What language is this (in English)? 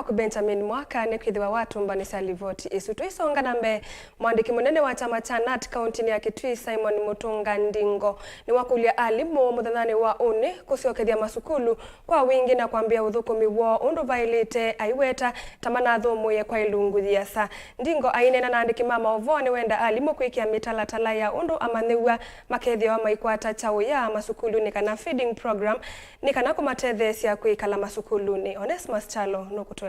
Kamba